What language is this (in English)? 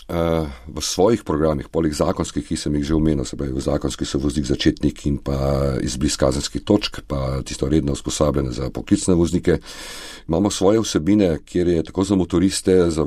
Slovenian